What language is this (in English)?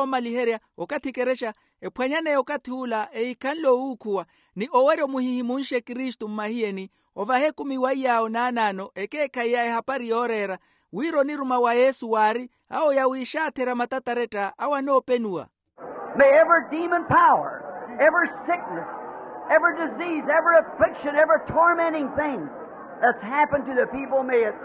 Makhuwa